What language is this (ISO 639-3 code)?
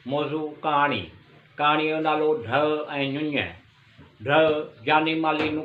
snd